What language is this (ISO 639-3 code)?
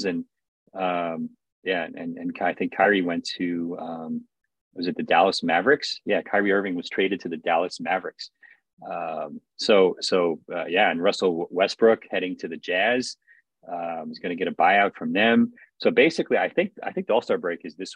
eng